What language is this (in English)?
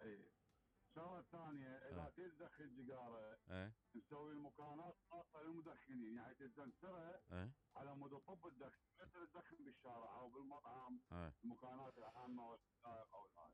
Mesopotamian Arabic